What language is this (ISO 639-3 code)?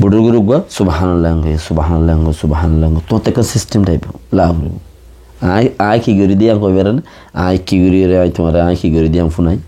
rhg